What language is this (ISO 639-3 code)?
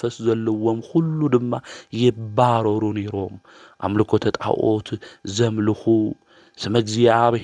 tir